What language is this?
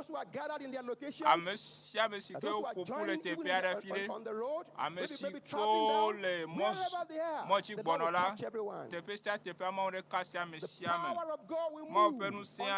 Ewe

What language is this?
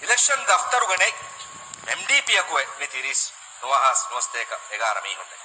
Divehi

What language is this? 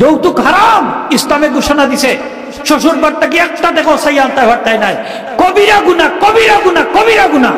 Sylheti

